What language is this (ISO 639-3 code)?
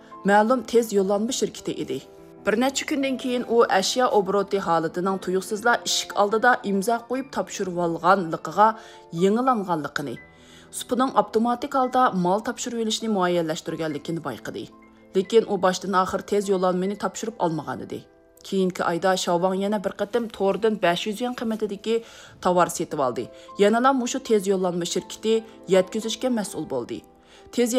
uig